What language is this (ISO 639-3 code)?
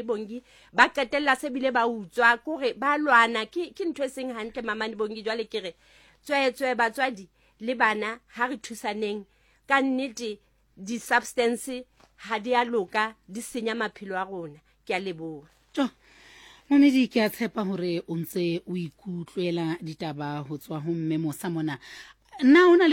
sot